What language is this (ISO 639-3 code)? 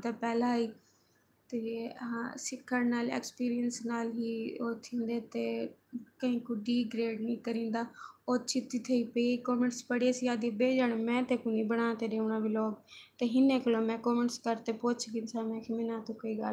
skr